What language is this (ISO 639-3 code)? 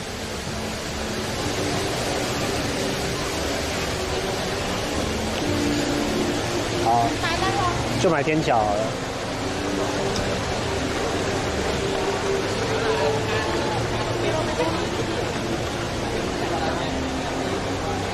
zho